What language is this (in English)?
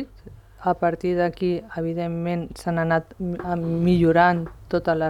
Catalan